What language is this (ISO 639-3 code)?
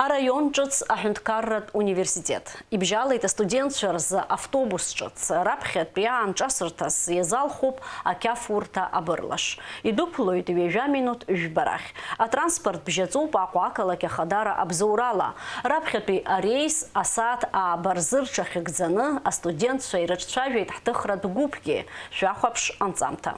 abk